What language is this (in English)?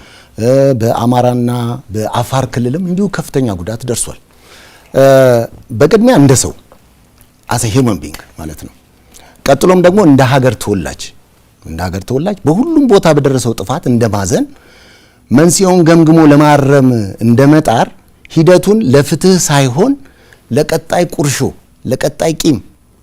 Amharic